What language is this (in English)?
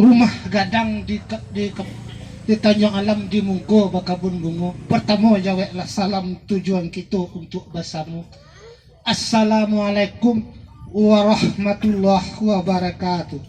Minangkabau